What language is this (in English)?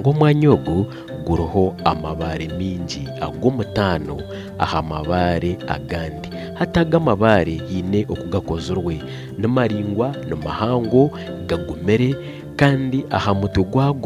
Nyankole